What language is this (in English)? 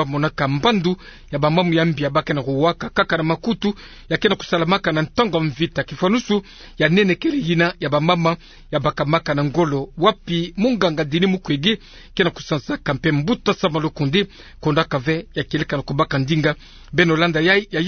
Kituba (Democratic Republic of Congo)